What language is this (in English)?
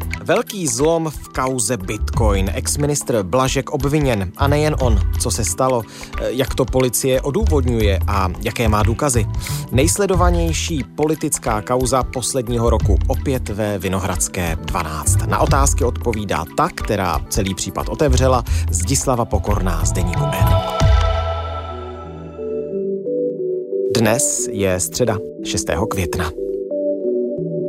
Czech